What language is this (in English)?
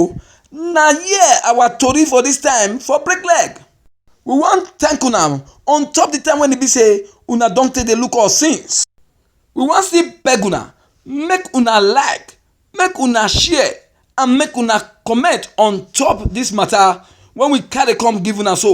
Nigerian Pidgin